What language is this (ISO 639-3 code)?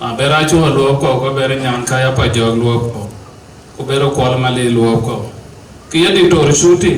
din